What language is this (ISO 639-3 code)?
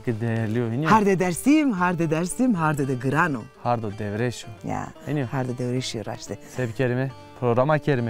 zza